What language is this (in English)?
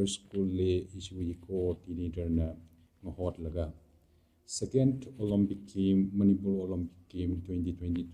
Tangkhul Naga (India)